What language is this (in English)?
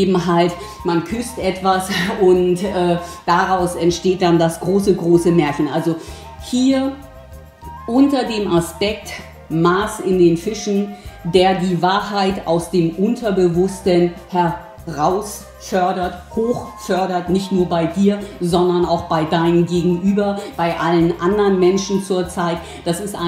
German